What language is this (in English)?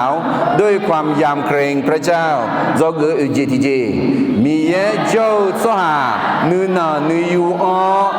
Akha